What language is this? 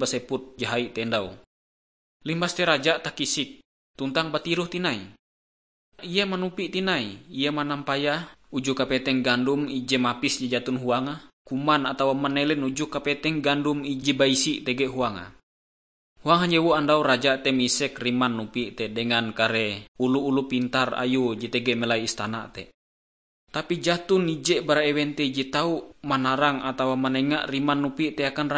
Ngaju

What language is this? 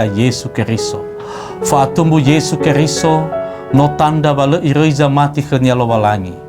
Nias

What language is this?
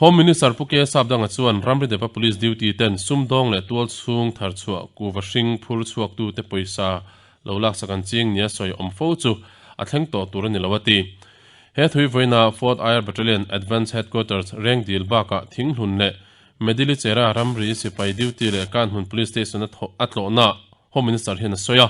Mizo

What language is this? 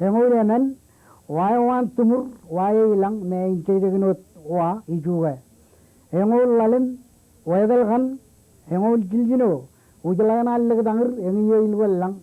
Marshallese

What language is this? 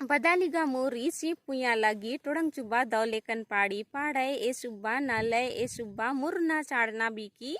Kurukh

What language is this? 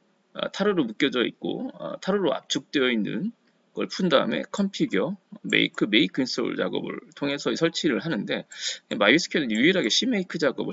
Korean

